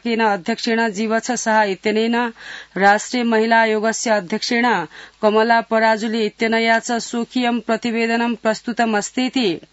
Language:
Sanskrit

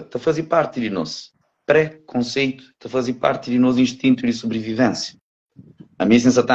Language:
Kabuverdianu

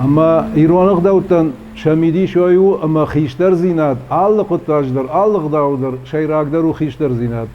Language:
Ossetic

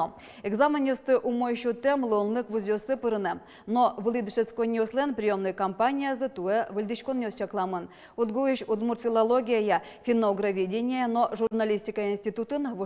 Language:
Udmurt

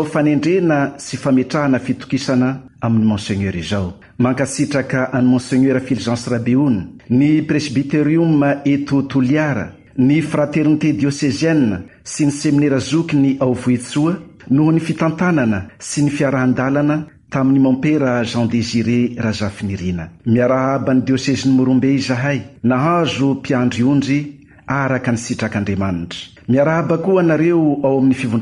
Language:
Malagasy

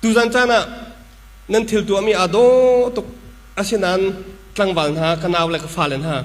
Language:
Hakha Chin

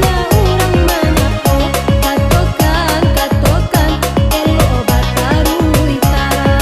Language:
Minangkabau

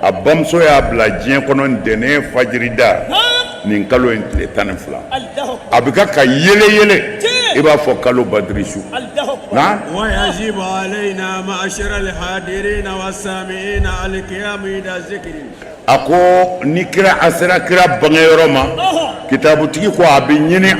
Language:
Bambara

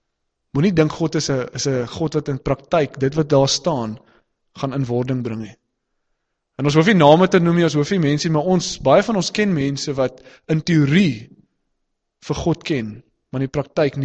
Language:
Afrikaans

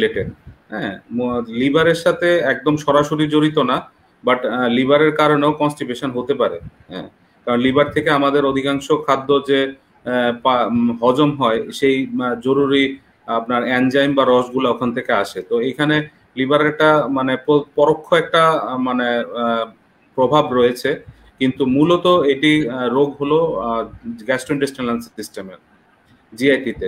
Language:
Bangla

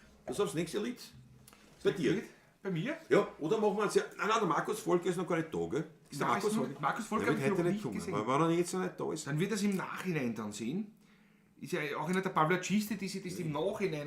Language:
Bavarian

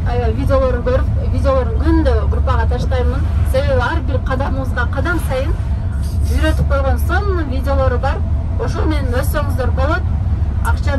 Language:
Kyrgyz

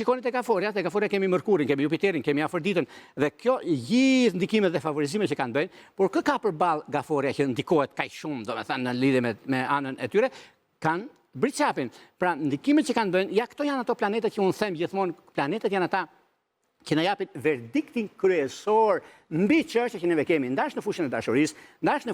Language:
Albanian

